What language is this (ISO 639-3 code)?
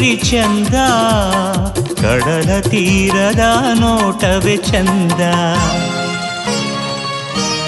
kan